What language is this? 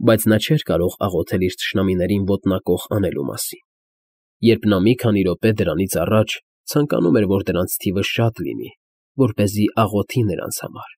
Armenian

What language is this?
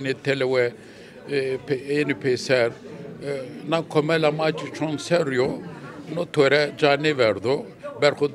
Zaza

